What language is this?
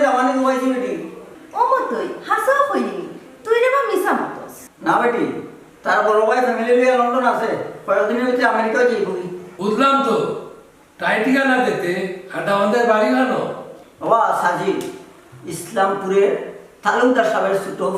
Sylheti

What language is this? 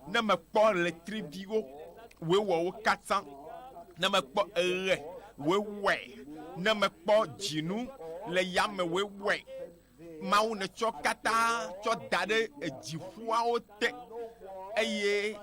Ewe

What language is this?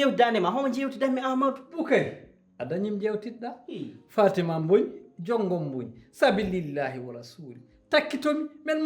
Fula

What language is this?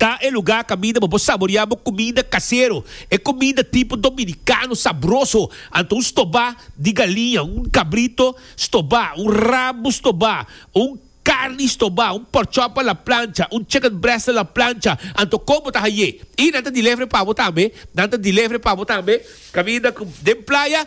Papiamento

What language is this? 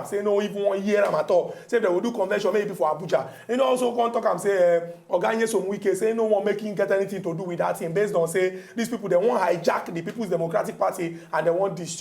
Nigerian Pidgin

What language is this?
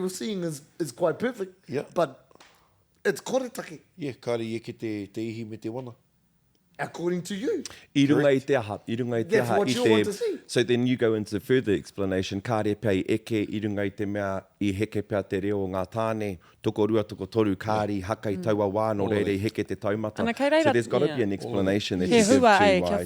Māori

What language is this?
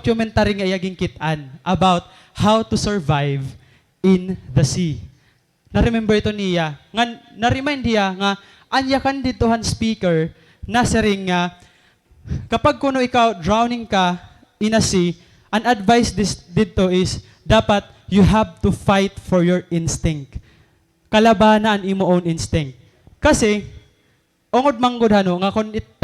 Waray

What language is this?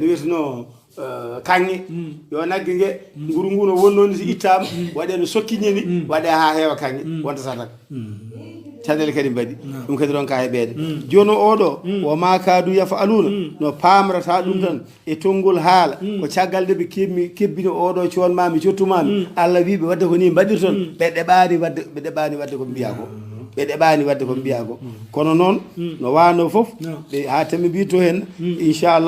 Fula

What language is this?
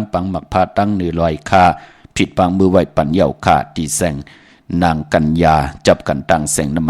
Shan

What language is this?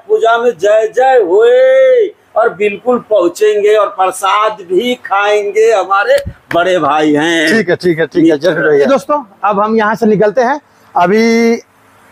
Hindi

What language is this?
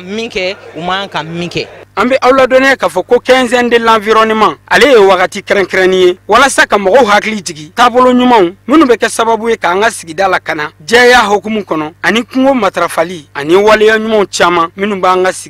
Bambara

